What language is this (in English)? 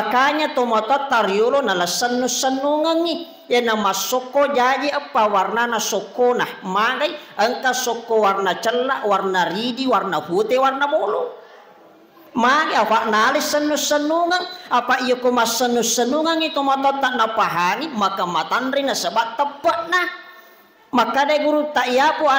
Buginese